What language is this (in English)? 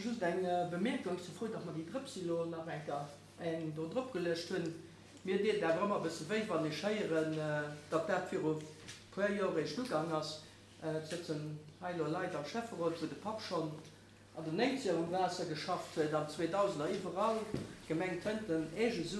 Luxembourgish